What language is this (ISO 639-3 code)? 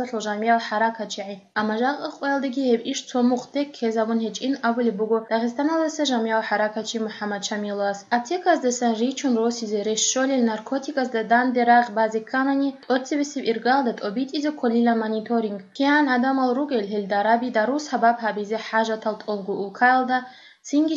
ava